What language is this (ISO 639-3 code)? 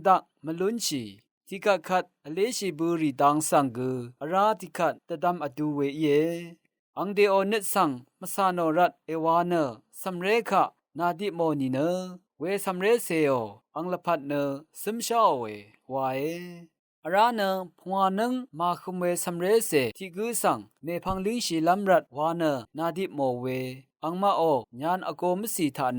raw